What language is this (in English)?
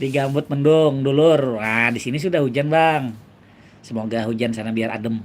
Banjar